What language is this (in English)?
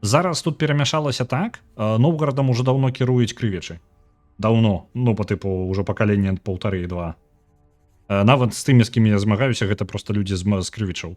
Belarusian